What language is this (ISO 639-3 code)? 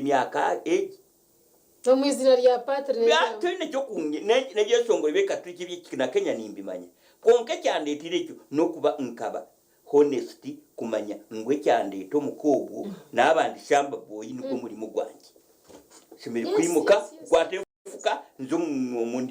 nyn